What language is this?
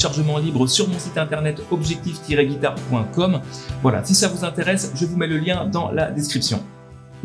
French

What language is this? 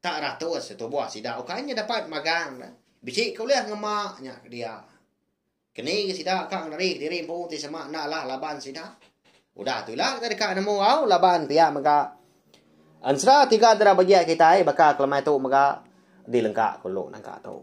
Iban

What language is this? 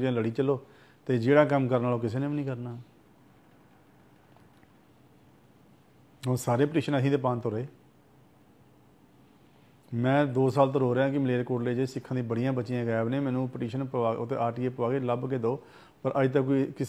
Punjabi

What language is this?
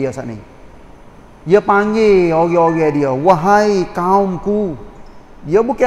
Malay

